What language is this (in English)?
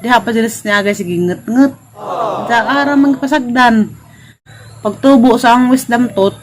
Cebuano